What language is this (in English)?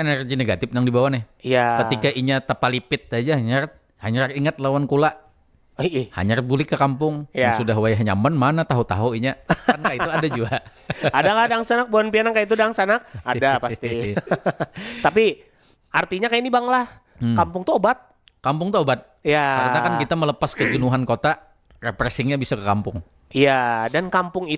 Banjar